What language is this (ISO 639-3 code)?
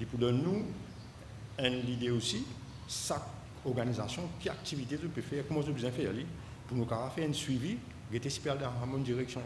mfe